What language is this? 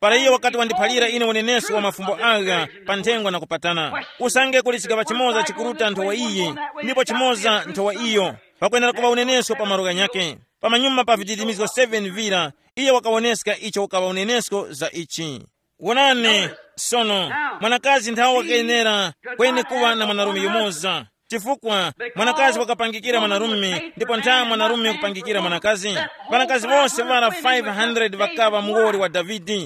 Tumbuka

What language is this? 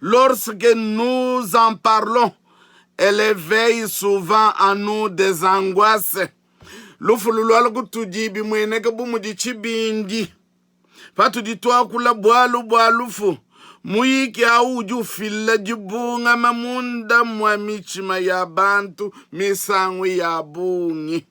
Luba-Lulua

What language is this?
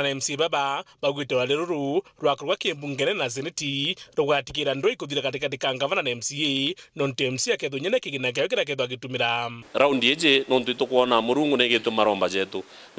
Meru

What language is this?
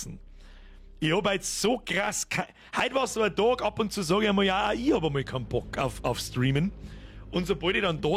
Bavarian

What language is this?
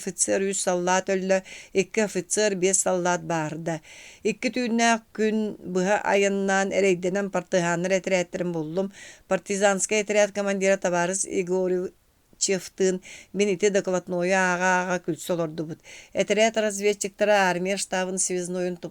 Yakut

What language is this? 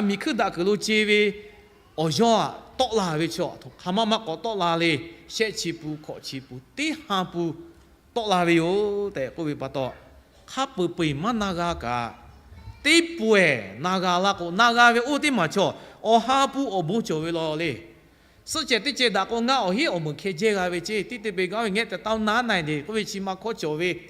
Lahu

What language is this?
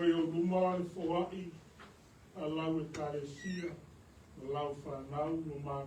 Samoan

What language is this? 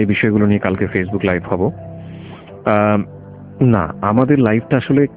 Bangla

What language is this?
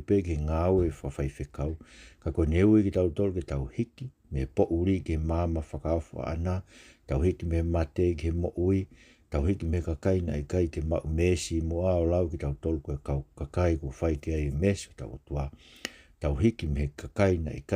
Tongan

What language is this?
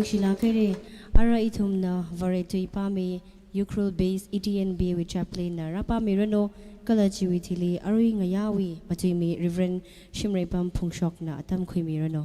Tangkhul Naga (India)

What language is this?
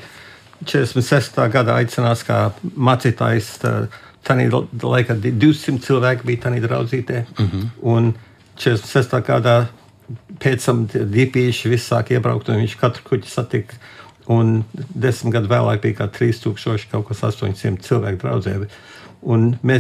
Latvian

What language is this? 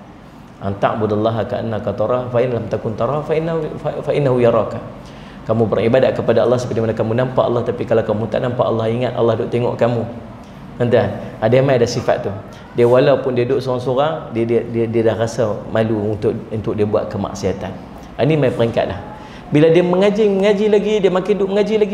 Malay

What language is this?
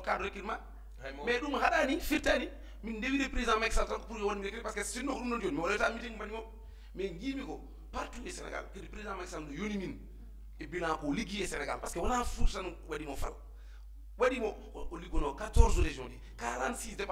Fula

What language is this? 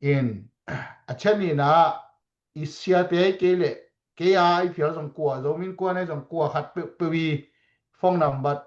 Tedim Chin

